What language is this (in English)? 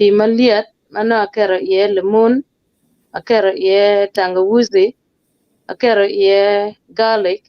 Acoli